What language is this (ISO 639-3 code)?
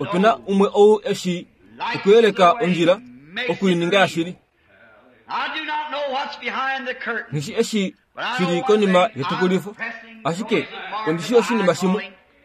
kua